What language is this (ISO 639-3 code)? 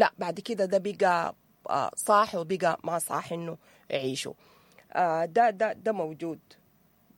apd